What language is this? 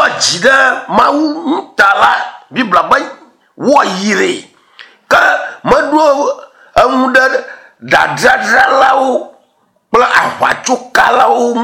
Ewe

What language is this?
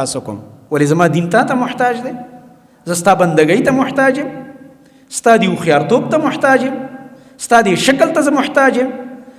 Pashto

